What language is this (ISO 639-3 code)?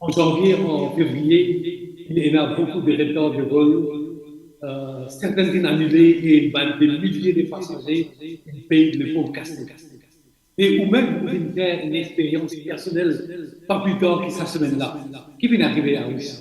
mfe